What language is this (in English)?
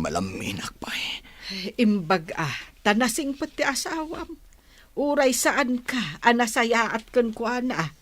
Iloko